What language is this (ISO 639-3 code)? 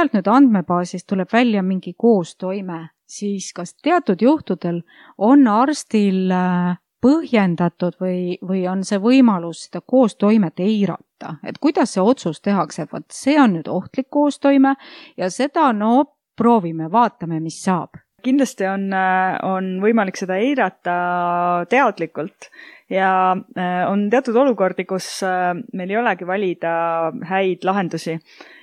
est